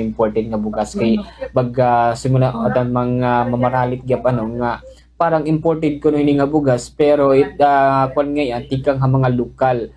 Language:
Waray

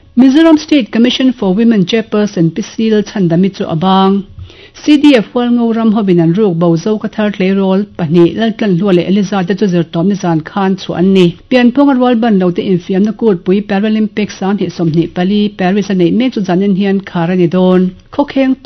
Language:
Mizo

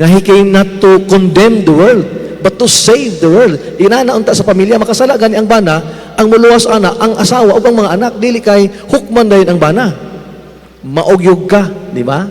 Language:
Cebuano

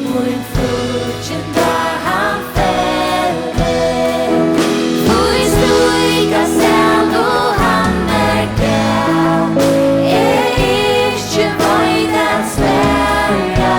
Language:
Faroese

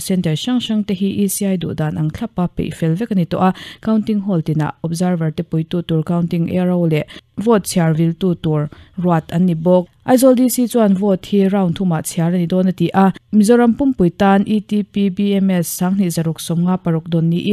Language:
Mizo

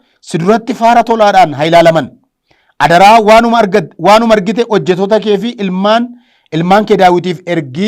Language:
Oromo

